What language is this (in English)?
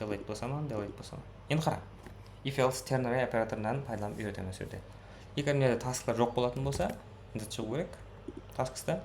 Kara-Kalpak